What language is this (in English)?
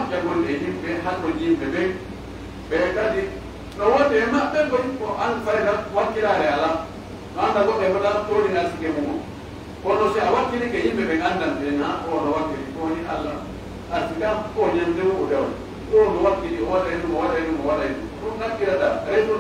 Pular